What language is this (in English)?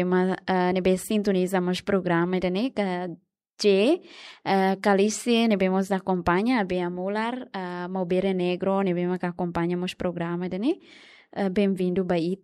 Tetum